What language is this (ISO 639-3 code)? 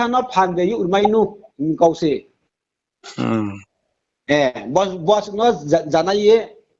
ria